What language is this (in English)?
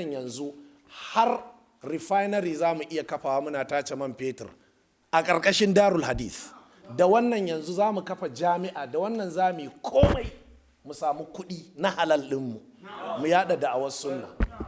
Hausa